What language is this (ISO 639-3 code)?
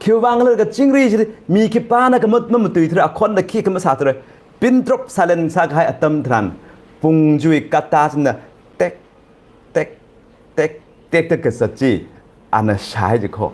nmf